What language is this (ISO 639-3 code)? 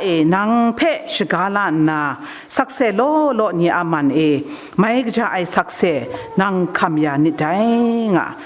kac